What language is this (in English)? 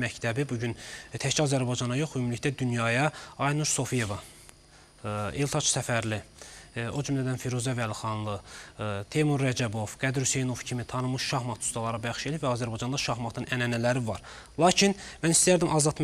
Azerbaijani